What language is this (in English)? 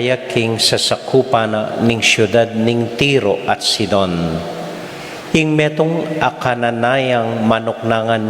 Pampanga